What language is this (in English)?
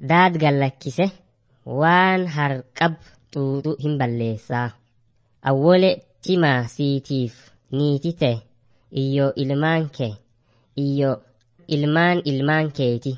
Oromo